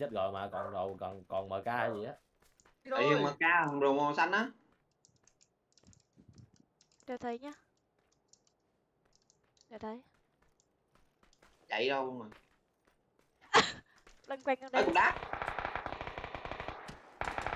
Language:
Vietnamese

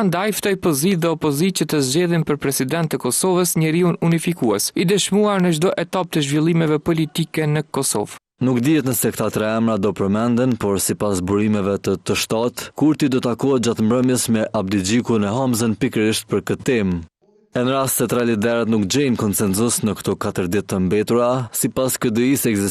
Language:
Albanian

